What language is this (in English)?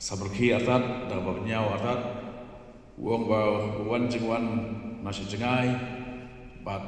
Khasi